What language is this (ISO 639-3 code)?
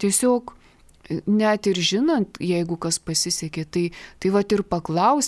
lit